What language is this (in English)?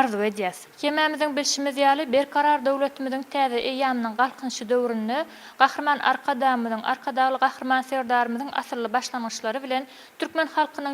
Turkmen